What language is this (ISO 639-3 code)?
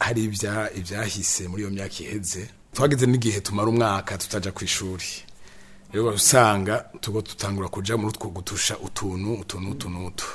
run